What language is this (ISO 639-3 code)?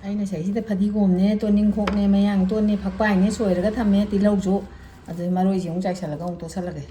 mni